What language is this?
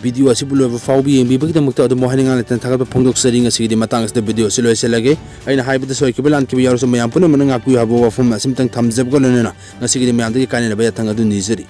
Manipuri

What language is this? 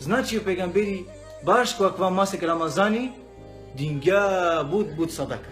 Balkan Romani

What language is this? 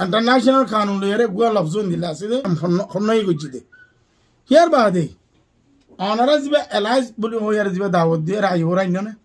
Rohingya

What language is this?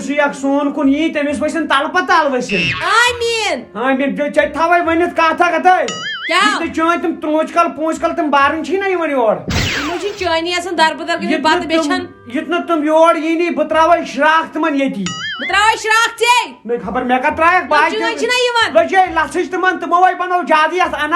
Kashmiri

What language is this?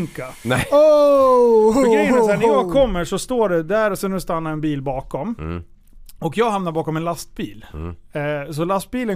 Swedish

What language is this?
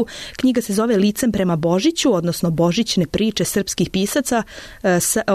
Serbian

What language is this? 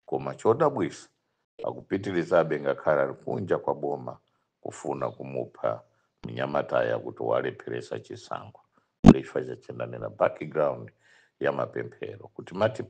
Nyanja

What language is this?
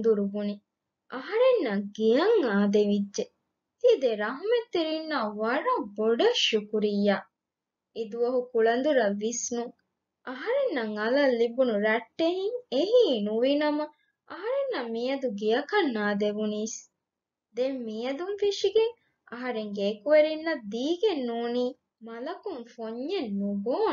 Divehi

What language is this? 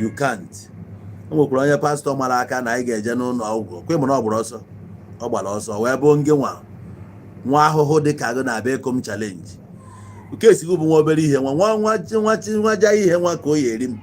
Igbo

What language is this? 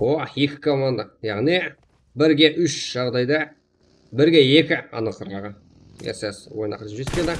Kara-Kalpak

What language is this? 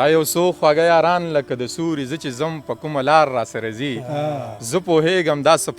Pashto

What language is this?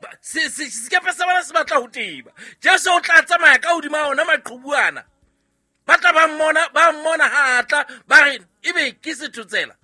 Southern Sotho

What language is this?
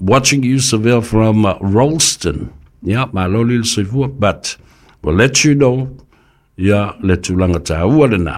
Samoan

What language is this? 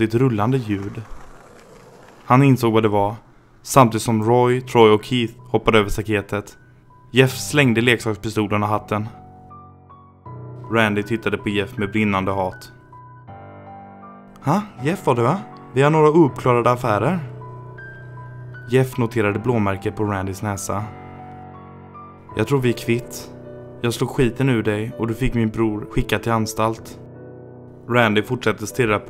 Swedish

